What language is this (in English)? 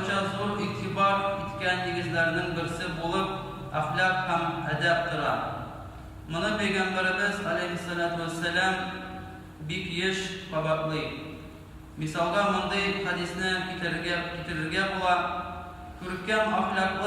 Tatar